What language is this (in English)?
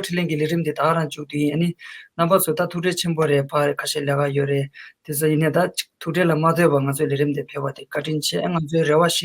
Tibetan